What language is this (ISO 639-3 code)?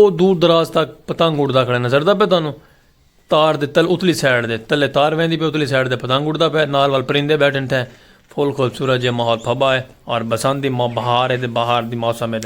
skr